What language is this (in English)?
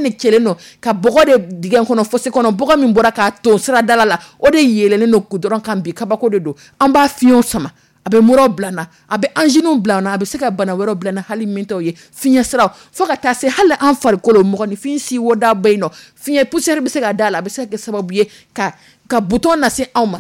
Dyula